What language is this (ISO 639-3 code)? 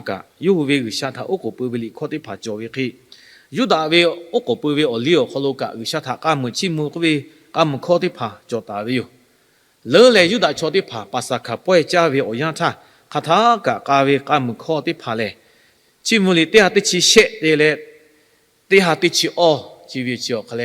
lhu